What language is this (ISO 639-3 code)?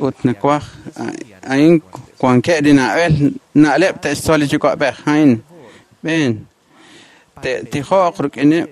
kek